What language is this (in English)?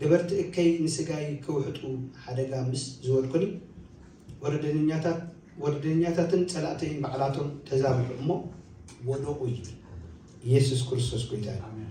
Tigrinya